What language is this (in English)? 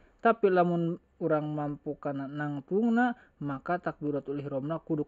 Sundanese